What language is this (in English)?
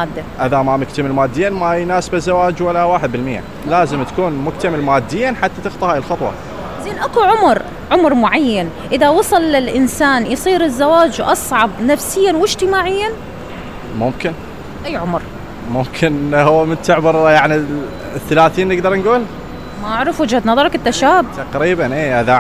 Mesopotamian Arabic